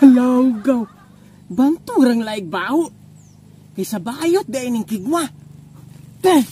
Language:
Cebuano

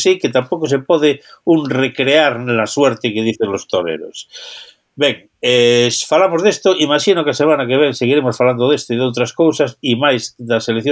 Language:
Galician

